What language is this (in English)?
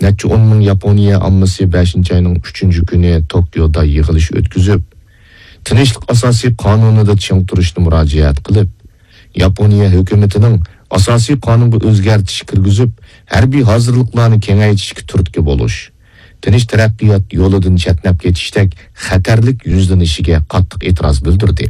Uyghur